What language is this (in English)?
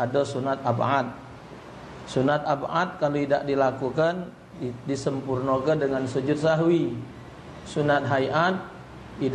Musi